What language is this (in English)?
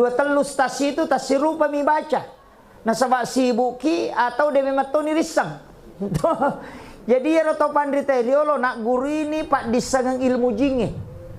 Buginese